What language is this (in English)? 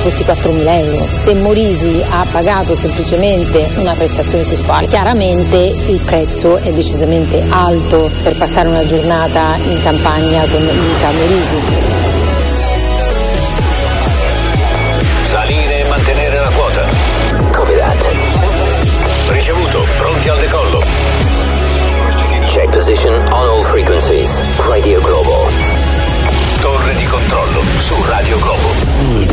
Italian